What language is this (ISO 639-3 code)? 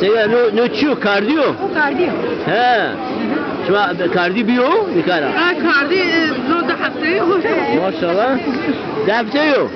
zza